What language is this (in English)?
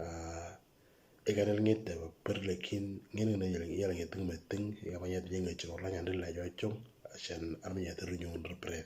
Moro